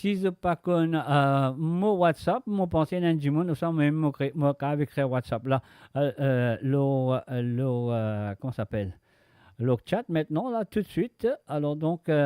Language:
Morisyen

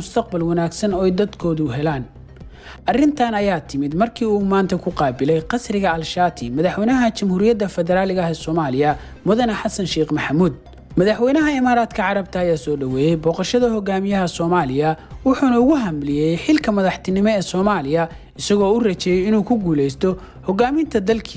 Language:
Somali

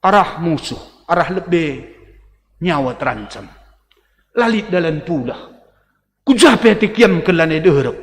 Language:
Batak Karo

